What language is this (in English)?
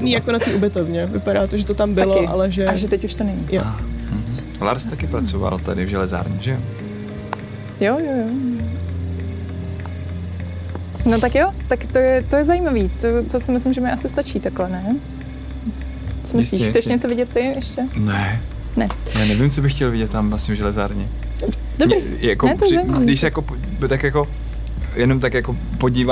Czech